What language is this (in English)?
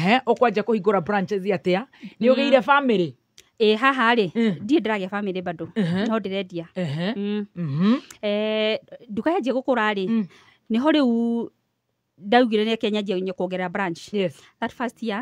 Kikuyu